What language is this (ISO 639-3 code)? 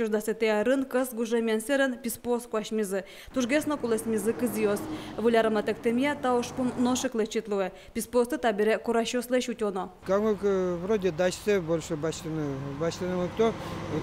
udm